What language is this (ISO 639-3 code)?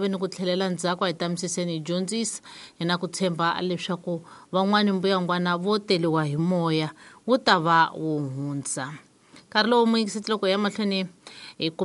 tso